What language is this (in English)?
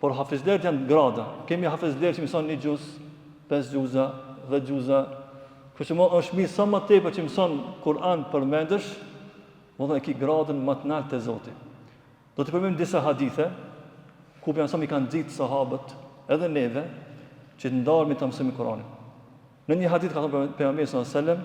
Albanian